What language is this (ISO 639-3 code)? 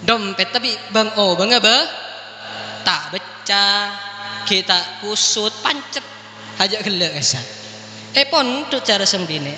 mad